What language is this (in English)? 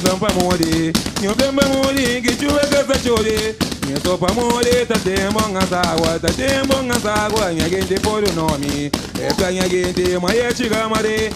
Kabuverdianu